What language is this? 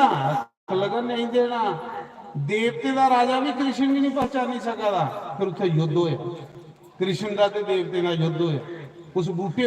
Dogri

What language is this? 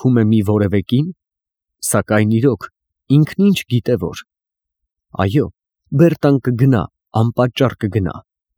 Armenian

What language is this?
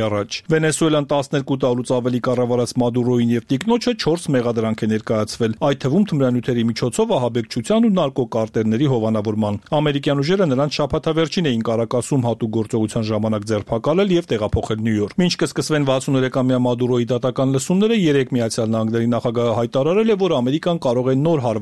Armenian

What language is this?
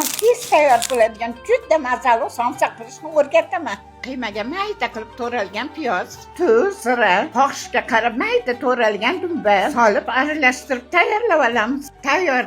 Uzbek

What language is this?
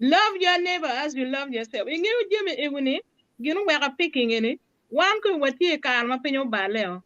Acoli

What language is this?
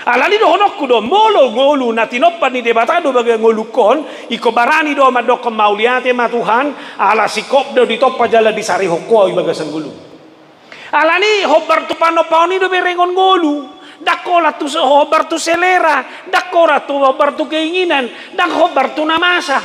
Batak Toba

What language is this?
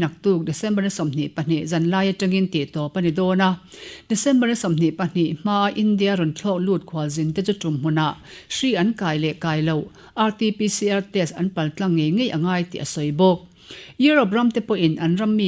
Mizo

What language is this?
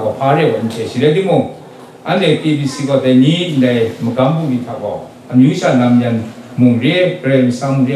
Kachin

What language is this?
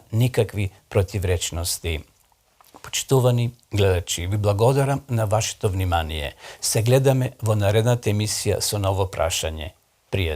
Macedonian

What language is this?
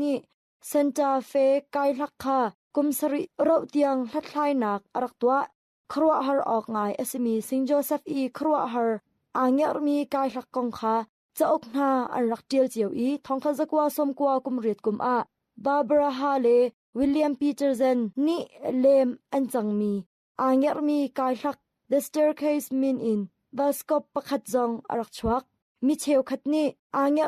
Hakha Chin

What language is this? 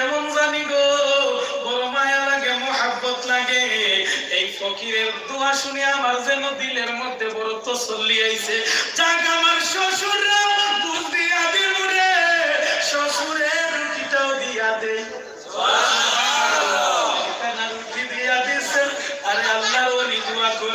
Sylheti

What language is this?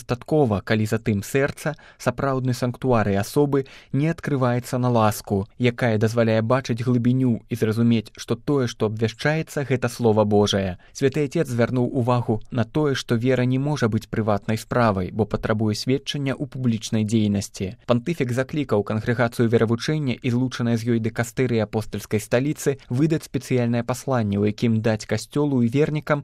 Belarusian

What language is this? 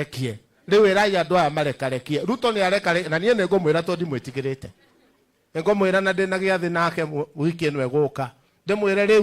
Kikuyu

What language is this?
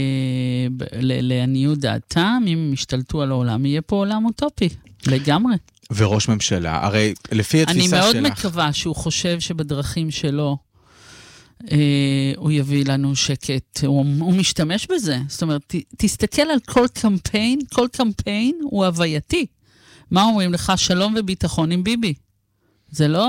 Hebrew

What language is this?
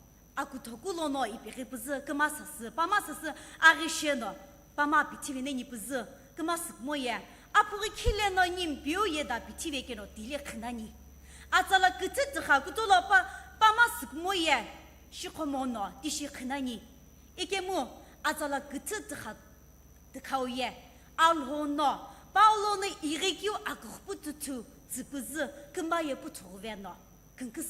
Sumi Naga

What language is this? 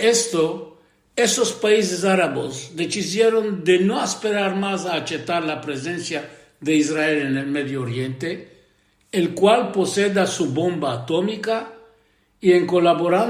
Ladino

